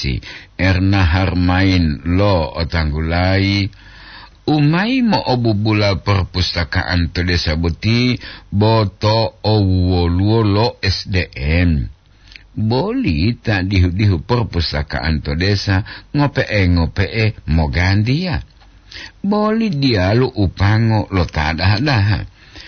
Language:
Gorontalo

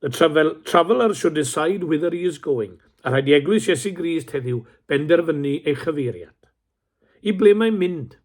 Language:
Welsh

